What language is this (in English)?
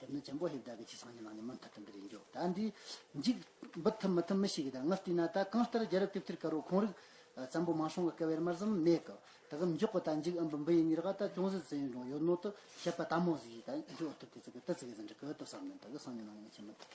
Tibetan